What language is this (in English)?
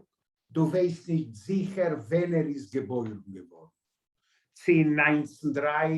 Yiddish